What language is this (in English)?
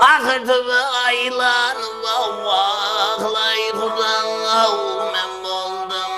Kara-Kalpak